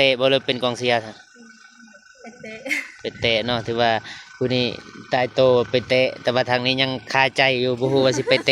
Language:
Lao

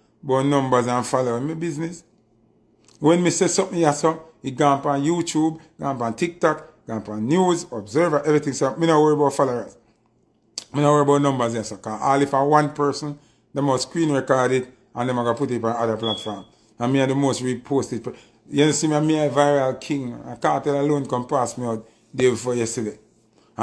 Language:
Jamaican Creole English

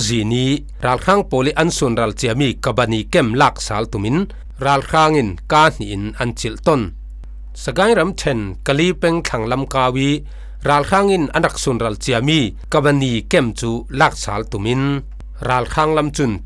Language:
Falam Chin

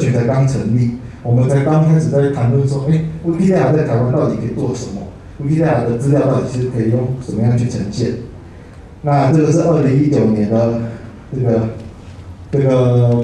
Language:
Chinese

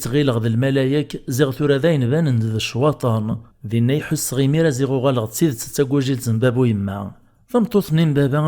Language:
Kabyle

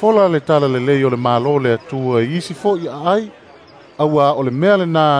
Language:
Samoan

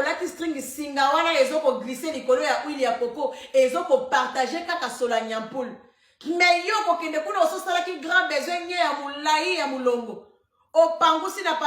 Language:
Lingala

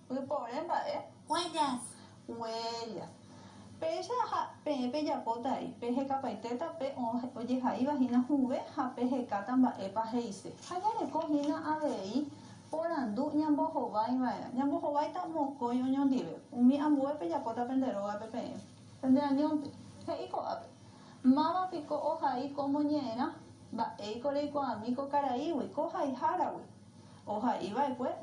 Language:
Guarani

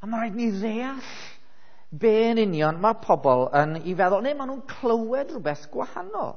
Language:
Welsh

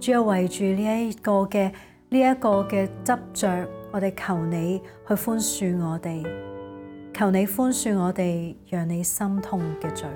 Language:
Cantonese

